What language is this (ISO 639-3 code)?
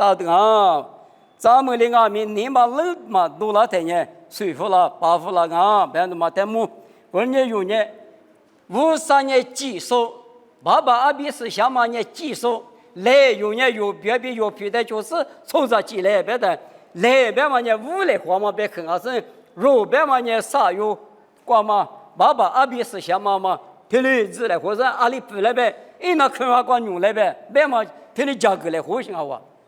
lis